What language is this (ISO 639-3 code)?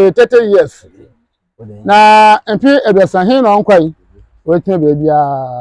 aka